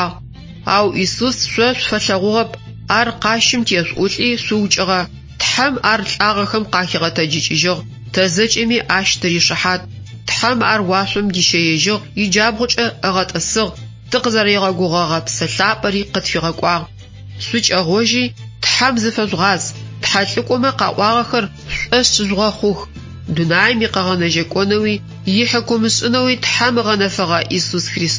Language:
Adyghe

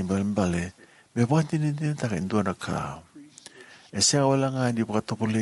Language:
Fijian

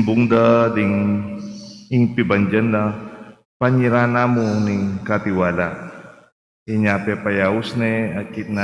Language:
Pampanga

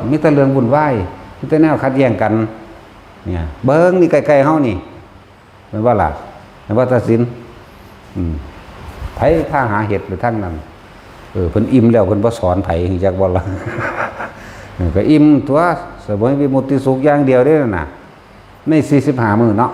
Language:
Northeastern Thai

